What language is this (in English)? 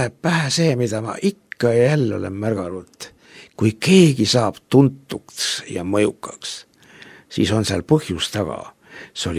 Estonian